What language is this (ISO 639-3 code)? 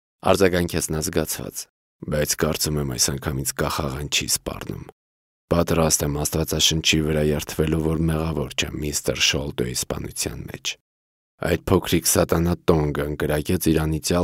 hye